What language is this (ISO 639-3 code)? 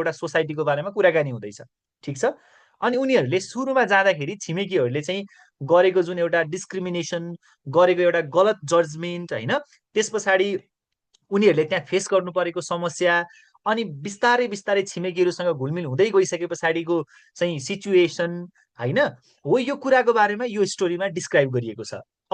nep